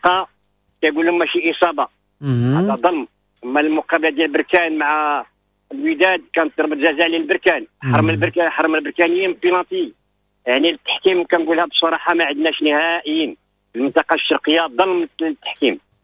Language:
Moroccan Arabic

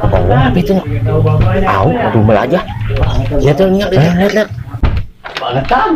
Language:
Betawi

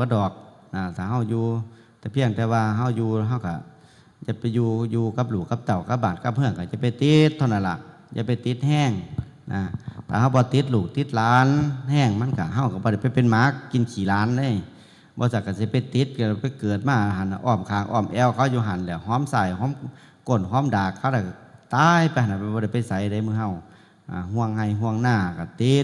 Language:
Northeastern Thai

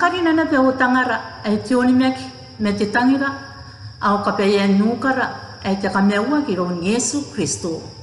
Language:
Gilbertese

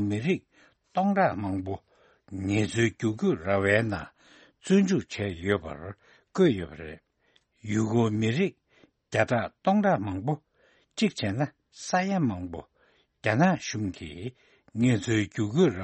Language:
Tibetan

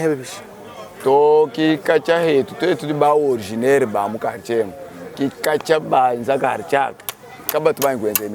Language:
Luba-Lulua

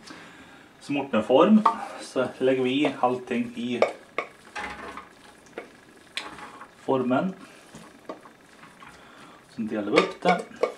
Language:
Swedish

